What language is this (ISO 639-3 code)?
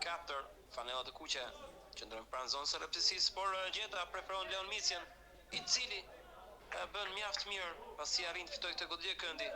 sqi